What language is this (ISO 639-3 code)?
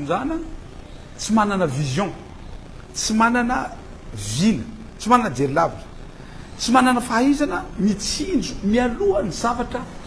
mlg